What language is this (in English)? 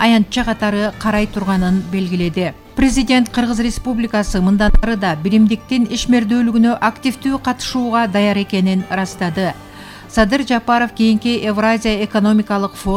Kyrgyz